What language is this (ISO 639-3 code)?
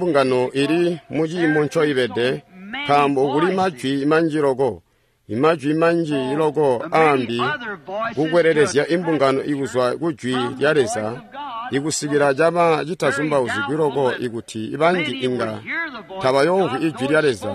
toi